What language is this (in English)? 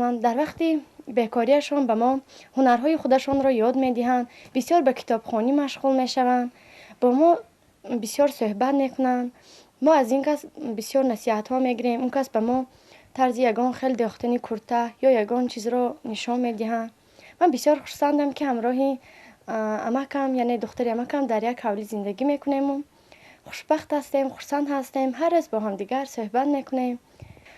Tajik